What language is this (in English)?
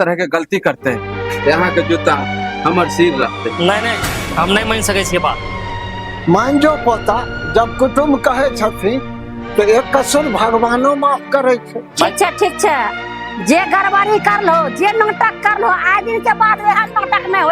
Maithili